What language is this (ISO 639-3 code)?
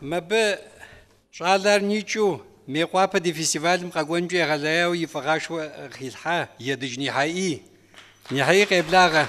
kbd